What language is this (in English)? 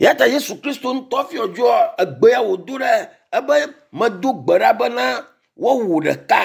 Ewe